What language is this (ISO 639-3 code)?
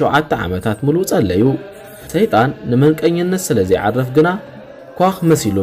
tir